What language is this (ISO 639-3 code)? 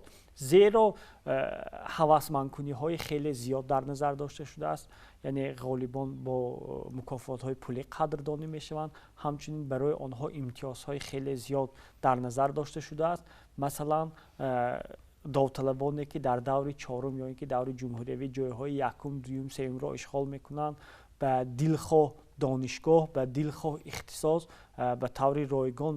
tgk